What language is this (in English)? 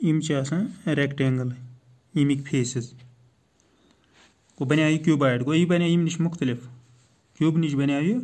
Kashmiri